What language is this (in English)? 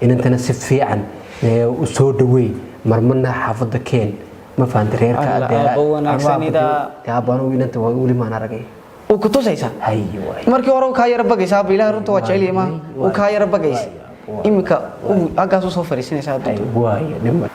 Somali